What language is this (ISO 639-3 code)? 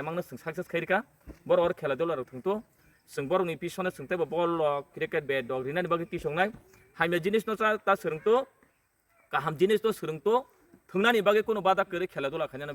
trp